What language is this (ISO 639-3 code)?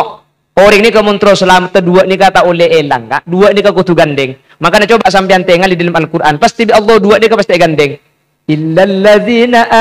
mad